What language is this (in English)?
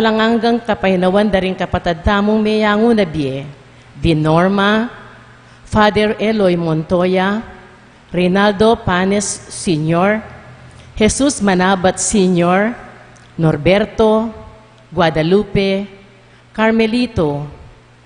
Pampanga